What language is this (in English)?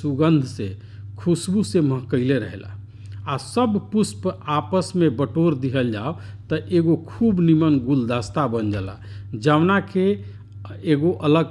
Bhojpuri